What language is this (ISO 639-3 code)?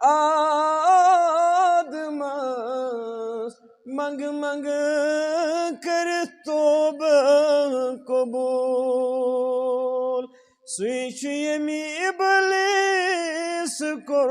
kas